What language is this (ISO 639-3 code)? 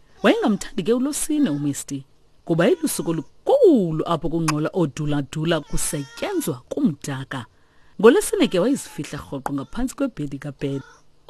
xho